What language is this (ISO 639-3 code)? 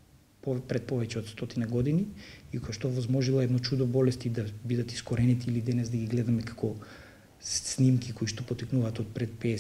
mkd